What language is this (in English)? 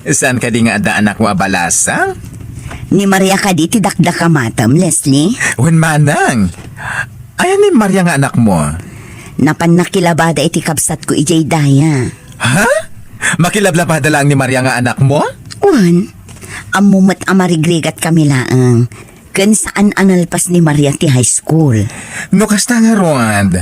Iloko